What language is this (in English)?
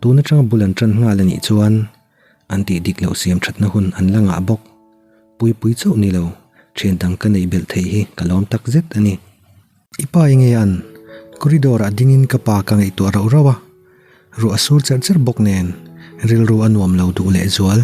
Mizo